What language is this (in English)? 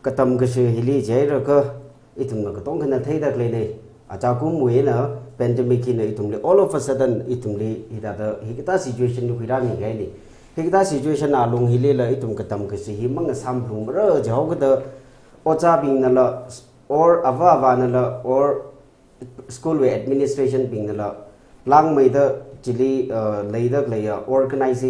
Tangkhul Naga (India)